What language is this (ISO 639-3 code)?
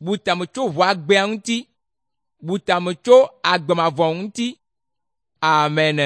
ewe